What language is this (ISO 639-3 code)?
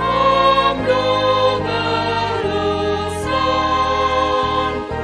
bts